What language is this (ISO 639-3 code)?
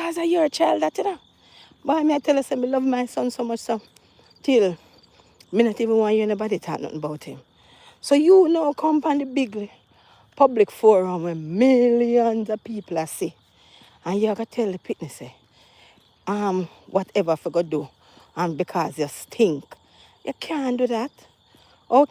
jam